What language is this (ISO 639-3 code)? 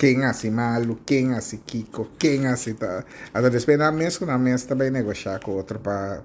pap